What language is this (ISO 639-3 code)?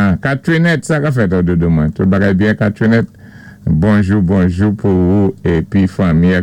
acf